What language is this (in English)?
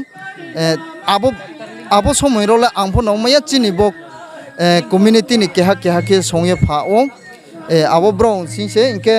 Riang (India)